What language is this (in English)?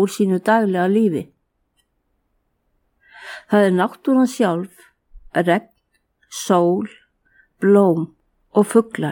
Icelandic